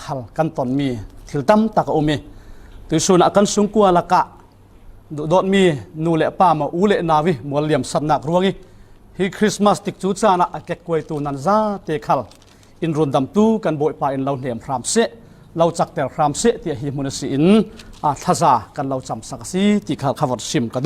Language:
Falam Chin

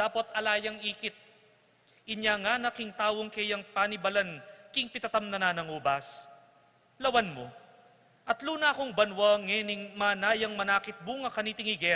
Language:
Pampanga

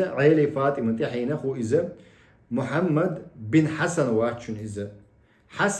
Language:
Chechen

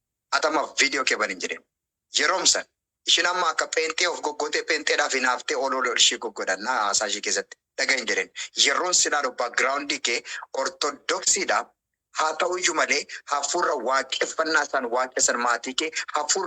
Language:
Oromo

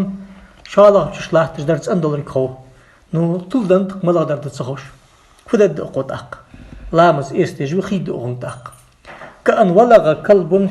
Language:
Ingush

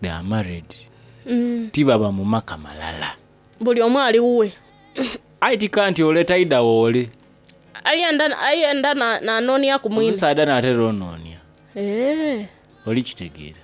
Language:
Soga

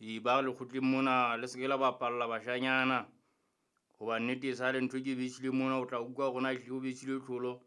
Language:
Southern Sotho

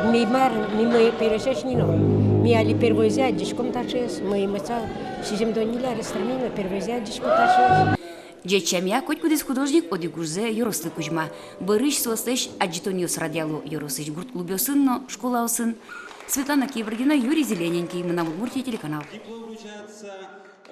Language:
Udmurt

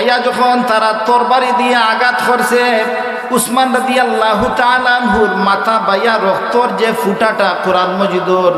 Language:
Sylheti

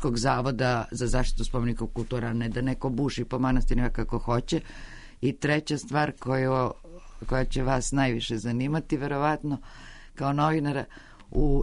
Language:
Serbian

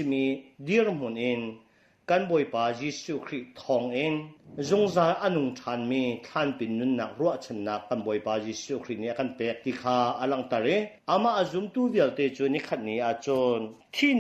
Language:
Hakha Chin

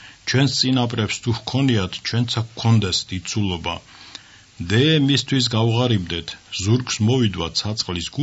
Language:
Georgian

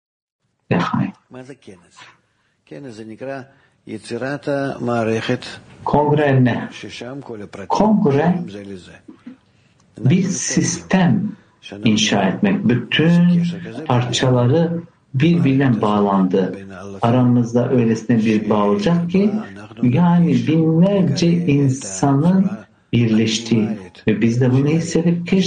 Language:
Turkish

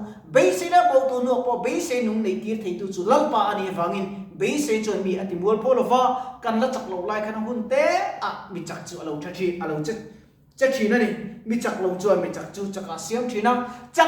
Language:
Mizo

